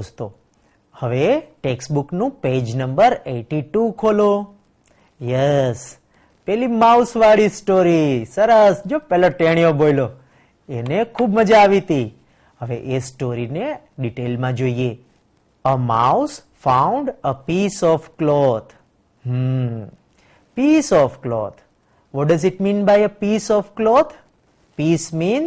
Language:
Gujarati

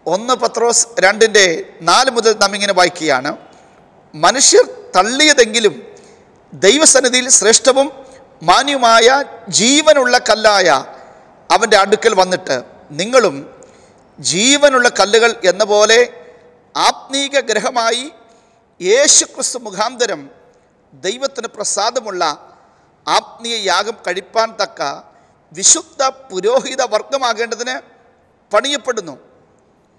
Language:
Malayalam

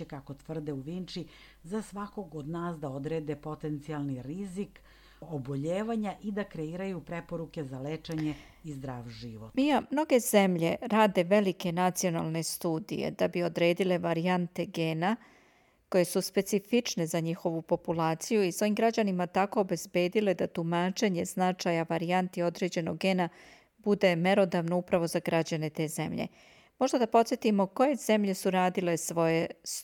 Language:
Serbian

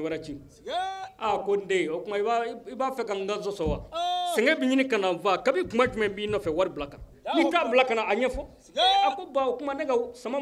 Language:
Bambara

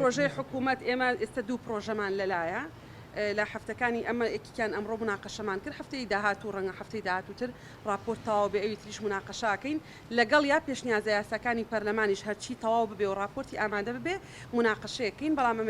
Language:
Central Kurdish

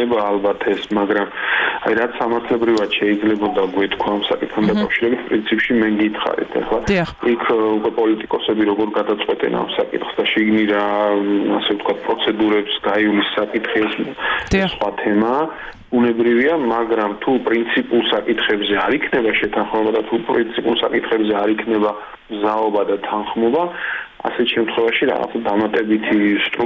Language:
Georgian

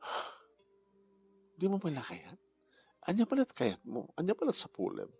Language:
Iloko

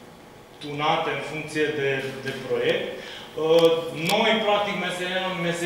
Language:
Romanian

